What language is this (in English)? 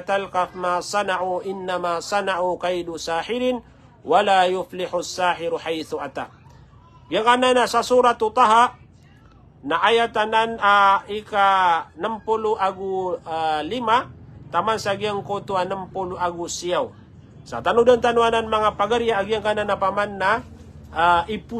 Maranao